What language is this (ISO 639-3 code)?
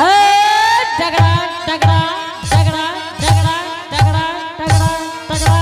anp